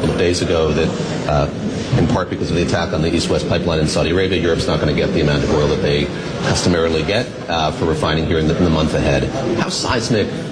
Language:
English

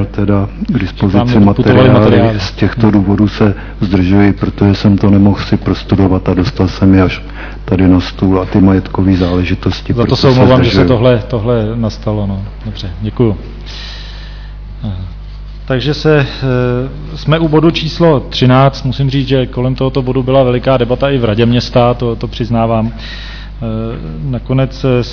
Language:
Czech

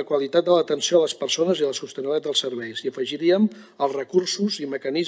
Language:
Catalan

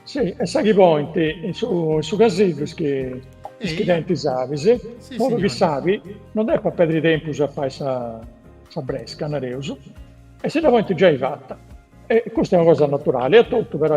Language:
Sardinian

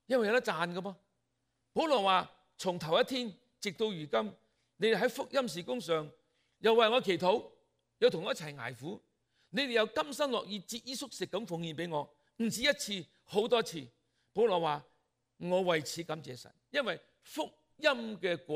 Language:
Cantonese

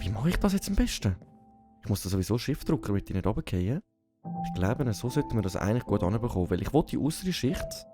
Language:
Swiss German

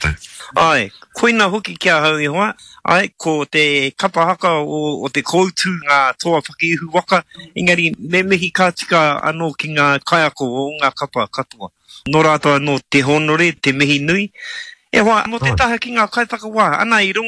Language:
Māori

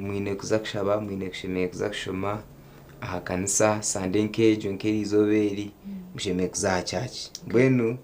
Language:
Nyankole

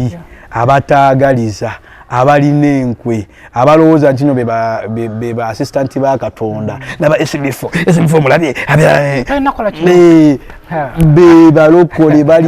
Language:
Ganda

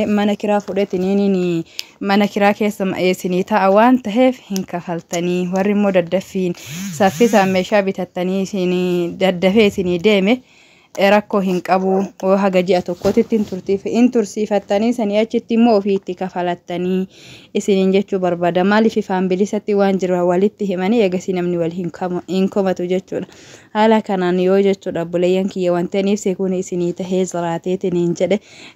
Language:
Oromo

